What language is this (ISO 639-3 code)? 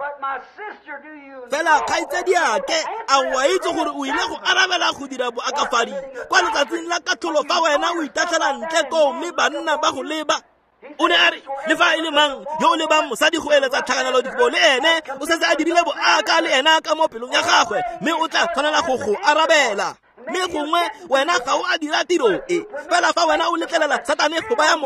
tsn